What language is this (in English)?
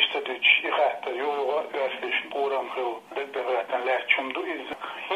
Chechen